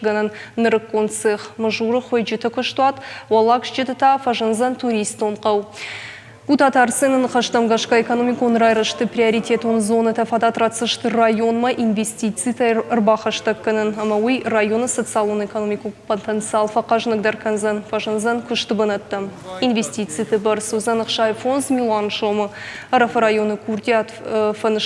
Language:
Ossetic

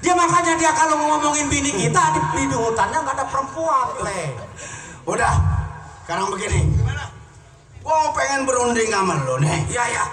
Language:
Betawi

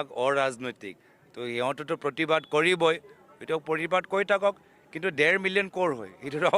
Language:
Assamese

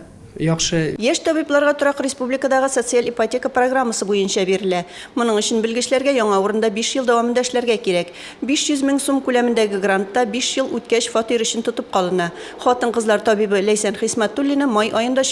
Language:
Tatar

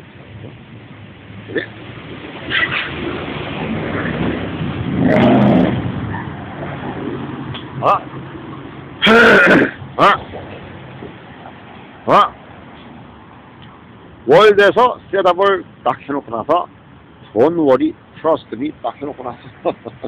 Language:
Korean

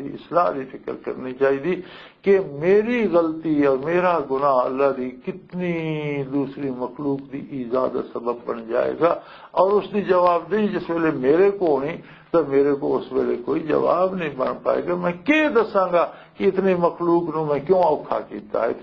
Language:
Western Panjabi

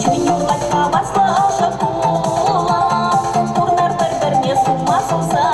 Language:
Chuvash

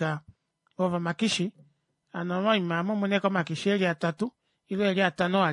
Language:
Kuanyama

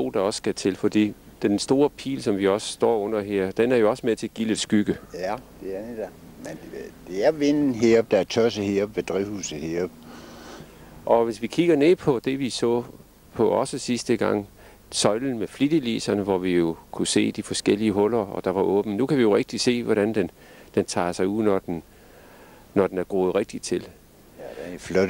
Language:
Danish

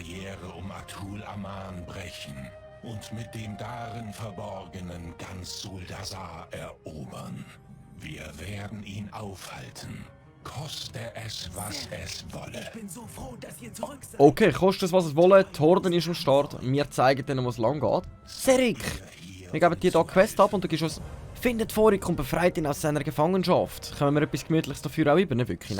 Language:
Swiss German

